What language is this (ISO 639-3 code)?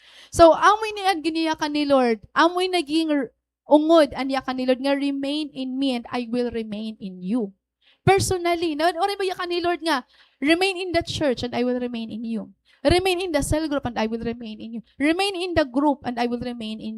war